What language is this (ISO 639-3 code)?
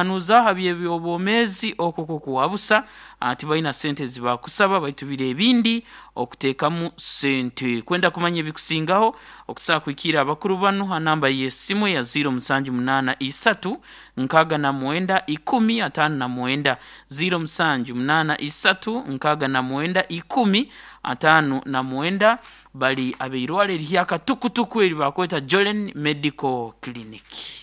nyo